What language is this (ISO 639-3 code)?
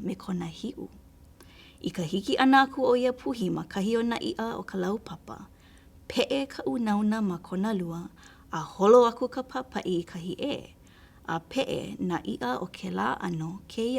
haw